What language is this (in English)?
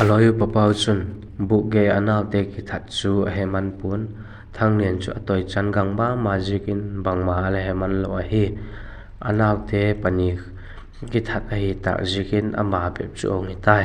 Vaiphei